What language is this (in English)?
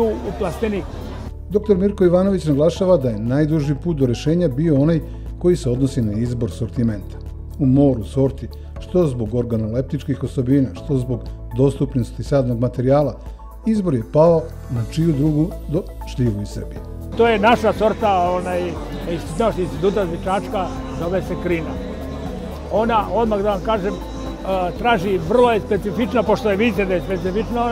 Serbian